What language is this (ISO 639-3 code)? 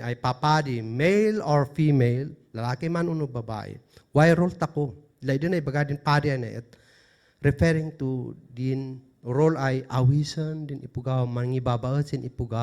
kne